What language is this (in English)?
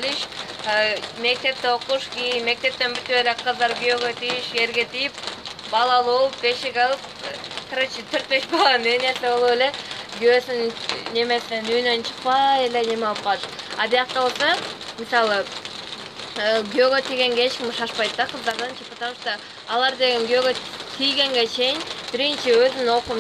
Kyrgyz